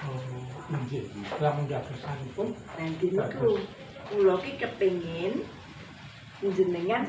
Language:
Javanese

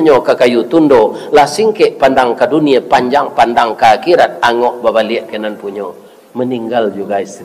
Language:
Minangkabau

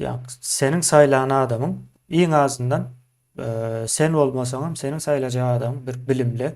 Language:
Turkmen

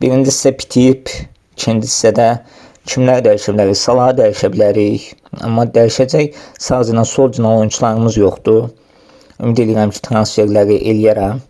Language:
Azerbaijani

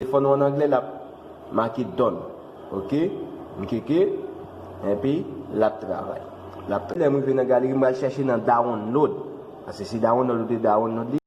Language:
Haitian Creole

